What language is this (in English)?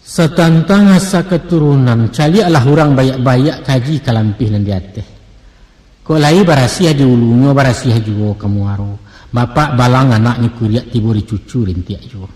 Minangkabau